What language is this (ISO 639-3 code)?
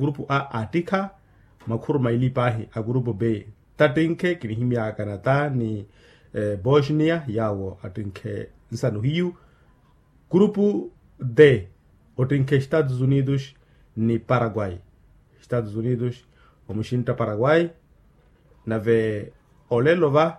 vmw